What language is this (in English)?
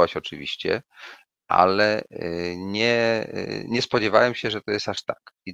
Polish